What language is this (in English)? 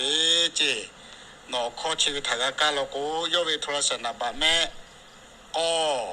Lahu